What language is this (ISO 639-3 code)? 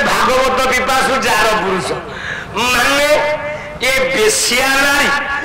ori